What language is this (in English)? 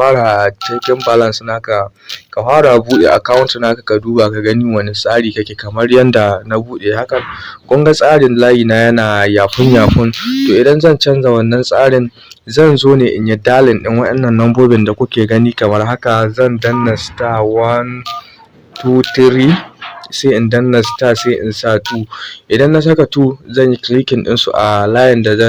Hausa